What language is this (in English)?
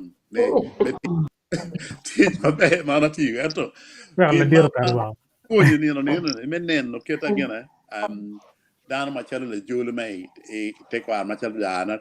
Acoli